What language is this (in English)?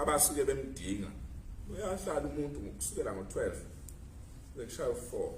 Zulu